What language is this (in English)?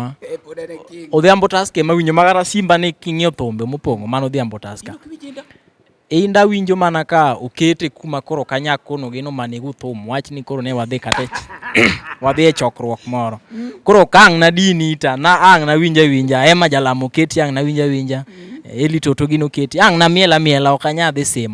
Luo (Kenya and Tanzania)